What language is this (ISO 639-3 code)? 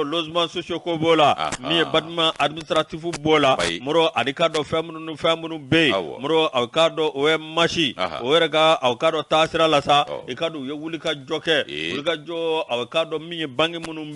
bam